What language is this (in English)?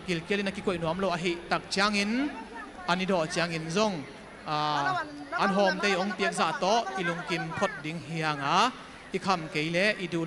Tedim Chin